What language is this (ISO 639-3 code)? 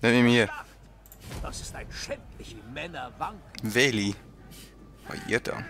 gsw